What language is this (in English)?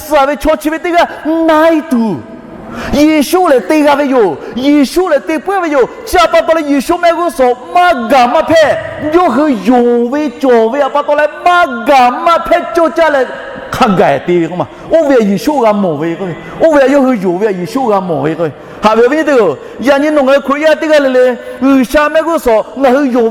Lahu